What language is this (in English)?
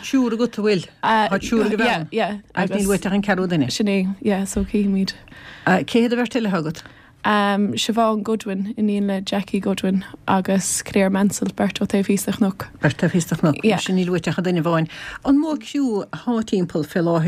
Irish